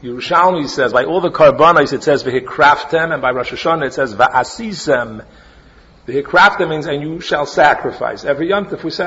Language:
English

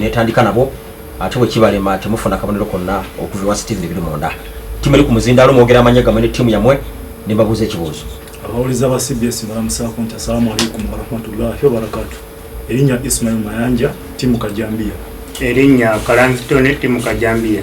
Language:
Ganda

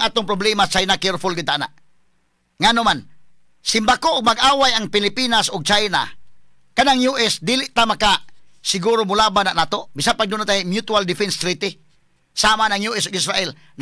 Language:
Cebuano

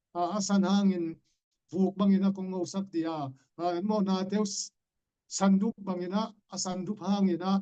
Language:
Tedim Chin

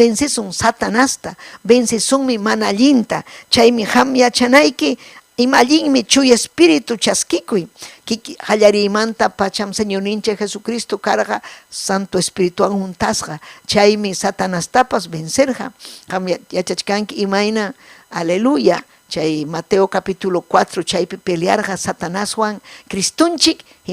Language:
Ayacucho Quechua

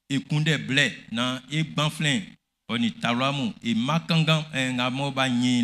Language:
Baoulé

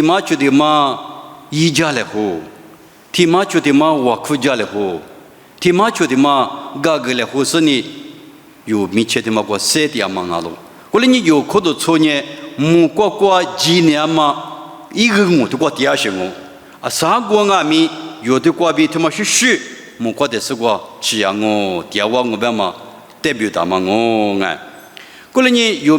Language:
Lisu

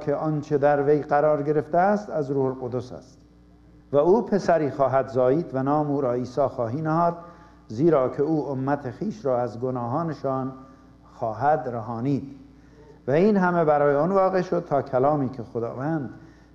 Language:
Persian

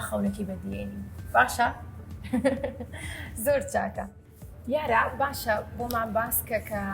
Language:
Central Kurdish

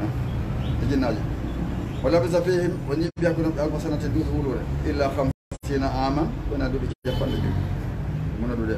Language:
Fula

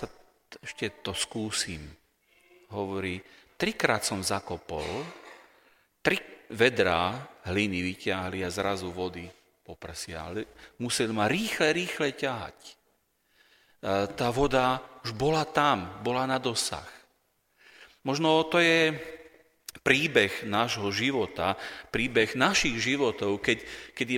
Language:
Slovak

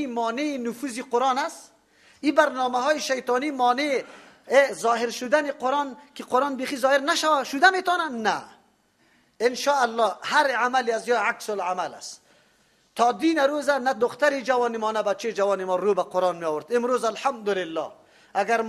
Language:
Persian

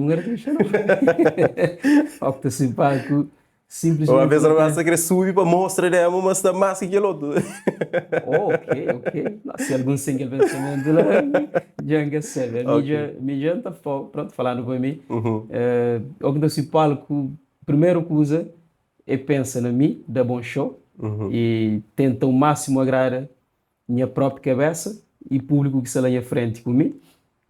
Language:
Kabuverdianu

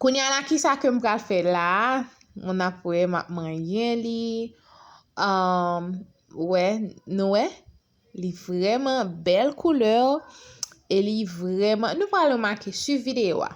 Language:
Haitian Creole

